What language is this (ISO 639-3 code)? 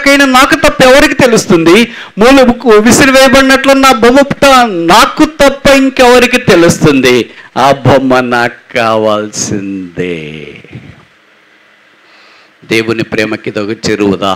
tel